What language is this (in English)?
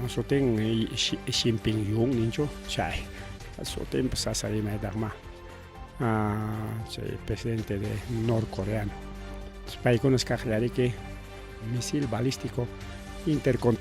Ayacucho Quechua